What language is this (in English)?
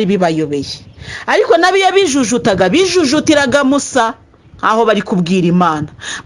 Kinyarwanda